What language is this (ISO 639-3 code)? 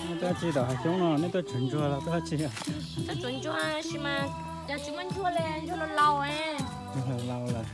hmn